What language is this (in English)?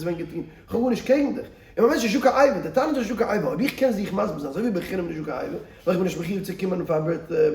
Yiddish